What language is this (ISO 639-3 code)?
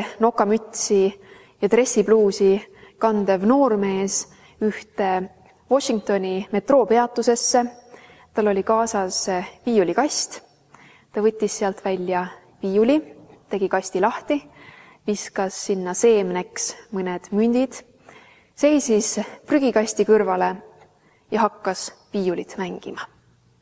est